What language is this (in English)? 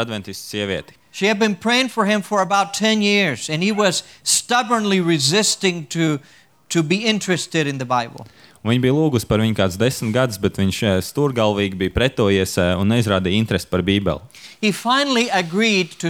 Latvian